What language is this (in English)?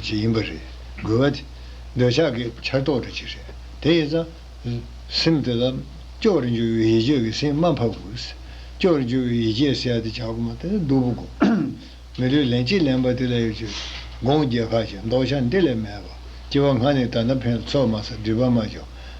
Tibetan